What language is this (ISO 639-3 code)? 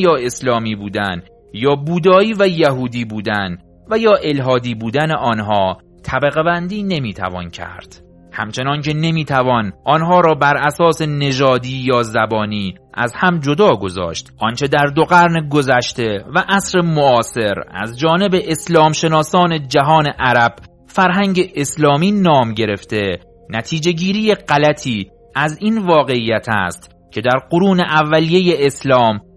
fas